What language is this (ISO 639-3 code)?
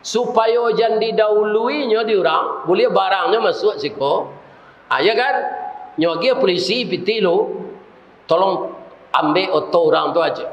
min